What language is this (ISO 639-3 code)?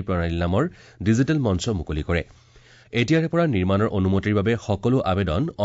asm